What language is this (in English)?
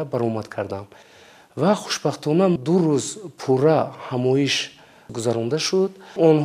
Tajik